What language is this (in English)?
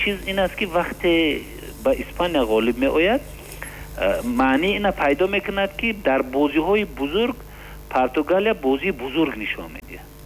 Tajik